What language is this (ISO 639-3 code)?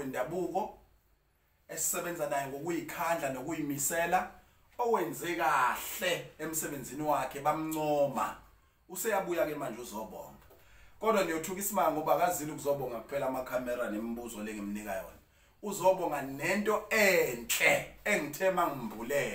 zul